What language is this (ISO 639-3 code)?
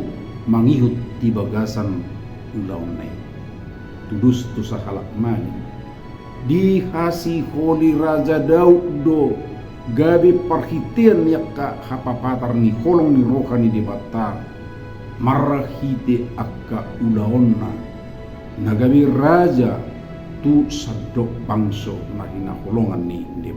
bbc